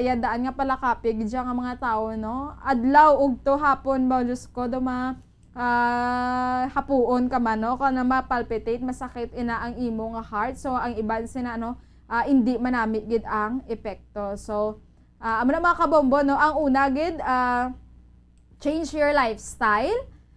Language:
Hiligaynon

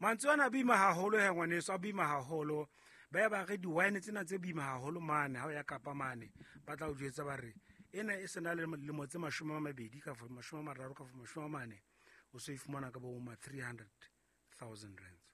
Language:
Southern Sotho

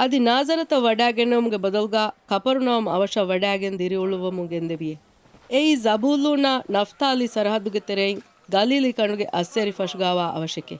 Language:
Divehi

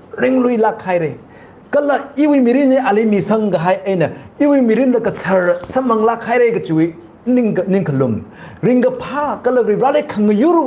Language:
Tangkhul Naga (India)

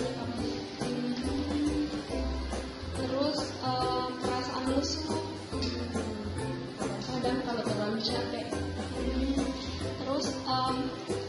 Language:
Indonesian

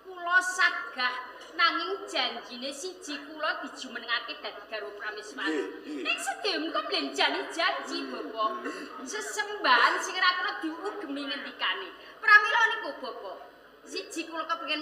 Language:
Javanese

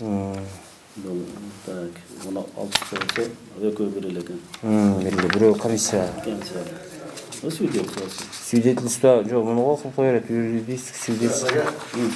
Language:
Kyrgyz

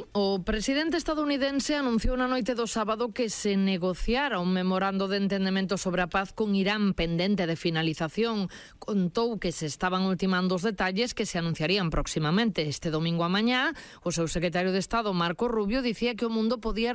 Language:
Galician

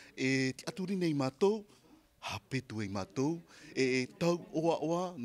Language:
Tahitian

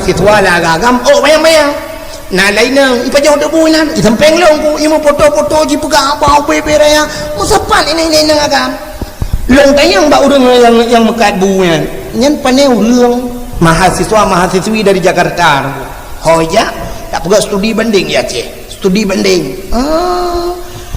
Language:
Achinese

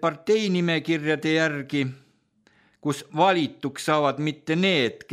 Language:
Estonian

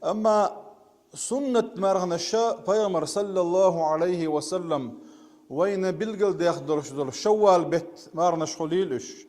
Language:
Chechen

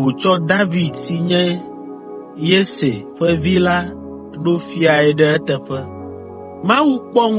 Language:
Ewe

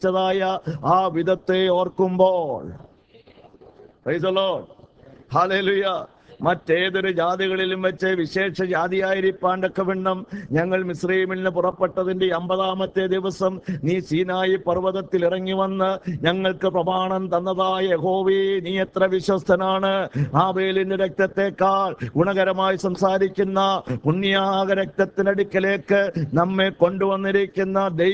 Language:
Malayalam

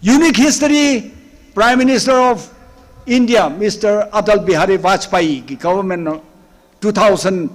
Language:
Tangkhul Naga (India)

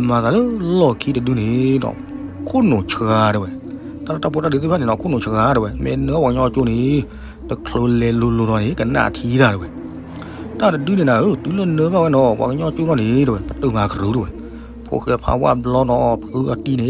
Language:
S'gaw Karen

